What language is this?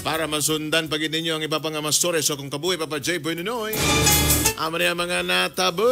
Hiligaynon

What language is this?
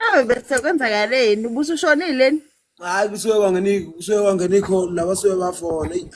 Zulu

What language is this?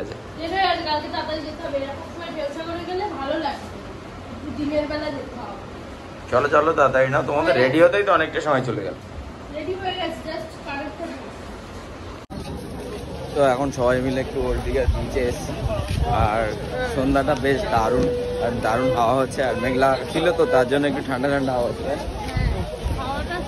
Bangla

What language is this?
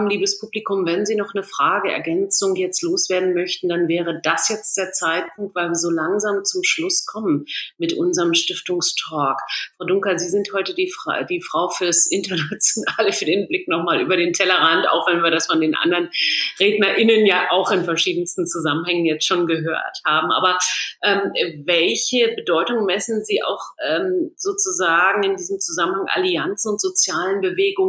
German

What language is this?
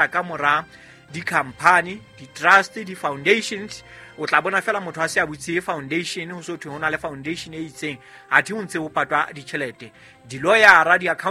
Southern Sotho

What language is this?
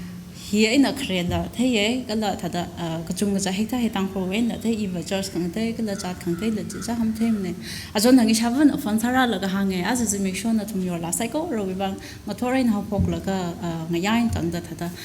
Tangkhul Naga (India)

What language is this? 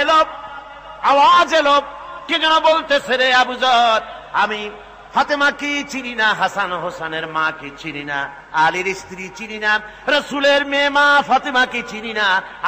Bangla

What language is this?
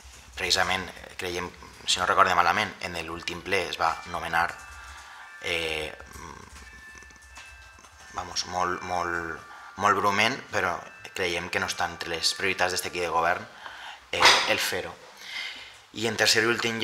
Catalan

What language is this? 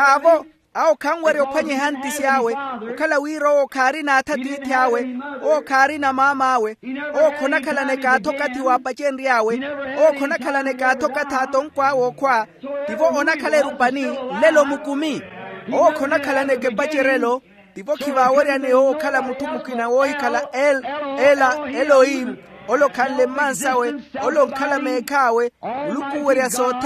Makhuwa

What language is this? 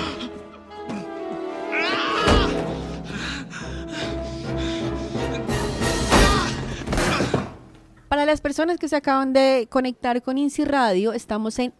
Spanish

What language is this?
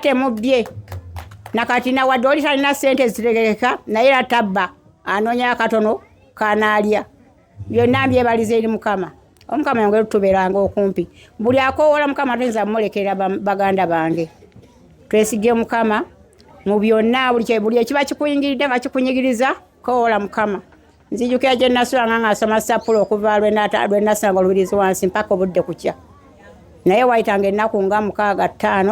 Ganda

